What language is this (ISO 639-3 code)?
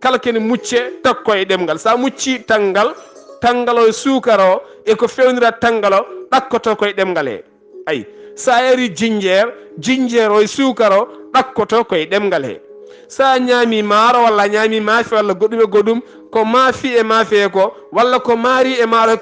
ful